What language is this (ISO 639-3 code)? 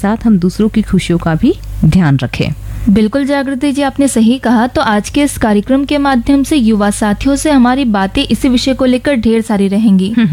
hin